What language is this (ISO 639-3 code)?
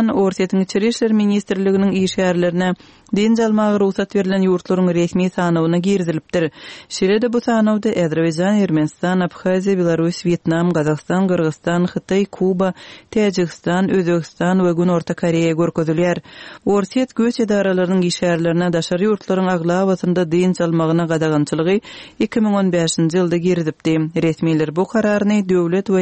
tuk